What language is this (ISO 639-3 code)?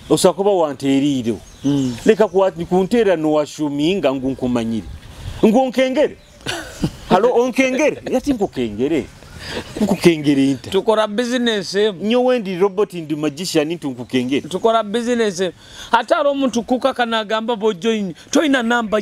nyo